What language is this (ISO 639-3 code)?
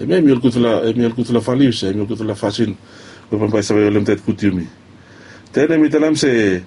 bis